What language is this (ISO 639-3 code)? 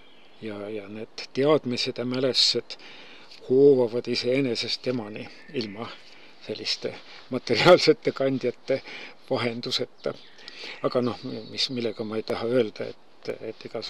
est